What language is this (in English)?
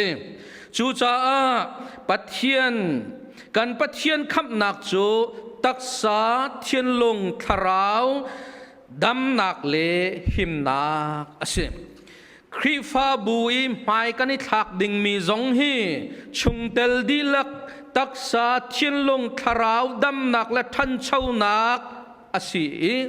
Hakha Chin